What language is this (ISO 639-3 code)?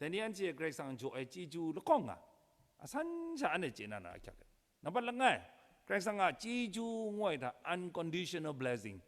kac